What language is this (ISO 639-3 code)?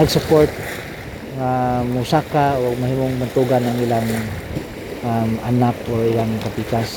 ceb